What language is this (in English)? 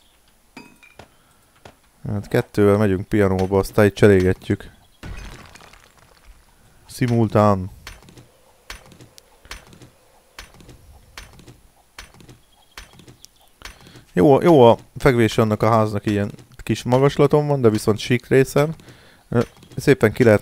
Hungarian